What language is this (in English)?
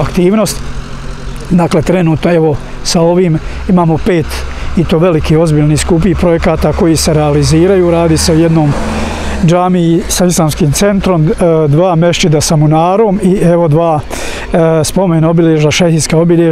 Bosnian